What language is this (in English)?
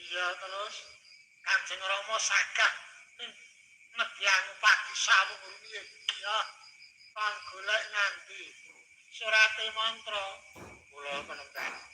Javanese